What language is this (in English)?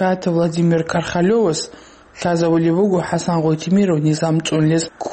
Avaric